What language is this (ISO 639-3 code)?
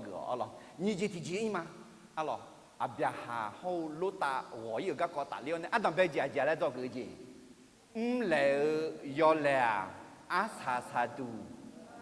ahk